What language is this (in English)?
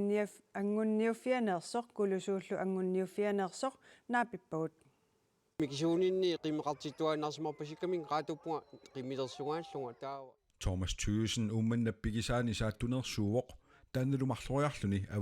Kalaallisut